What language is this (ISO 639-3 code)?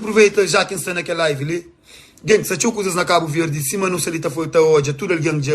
kea